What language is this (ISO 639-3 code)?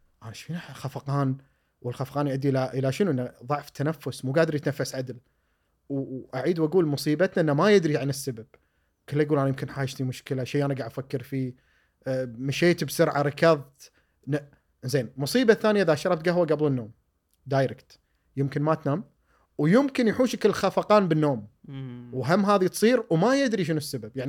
afb